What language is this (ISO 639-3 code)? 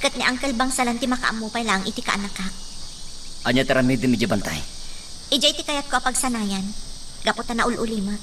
ilo